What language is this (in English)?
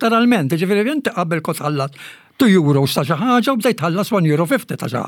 Maltese